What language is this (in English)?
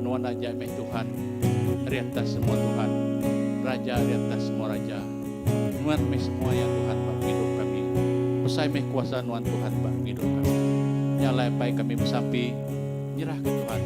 Iban